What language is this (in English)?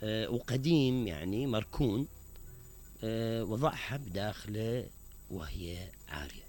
Mesopotamian Arabic